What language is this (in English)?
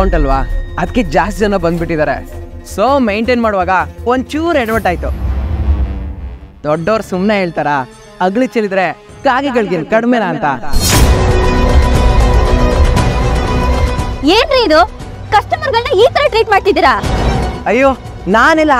Kannada